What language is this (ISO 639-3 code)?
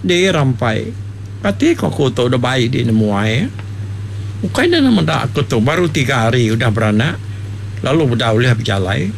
iba